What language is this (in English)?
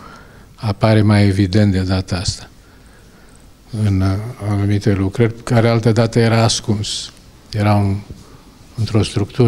Romanian